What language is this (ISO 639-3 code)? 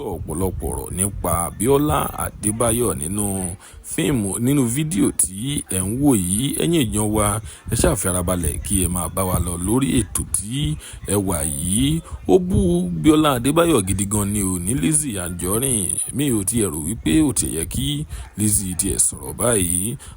yor